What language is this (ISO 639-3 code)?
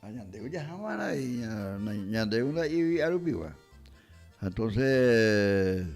grn